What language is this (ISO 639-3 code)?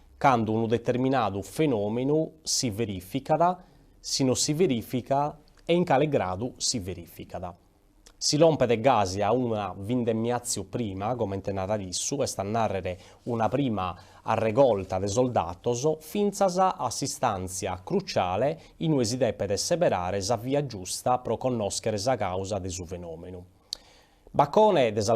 srd